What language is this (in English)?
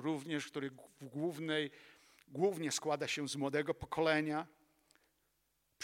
Polish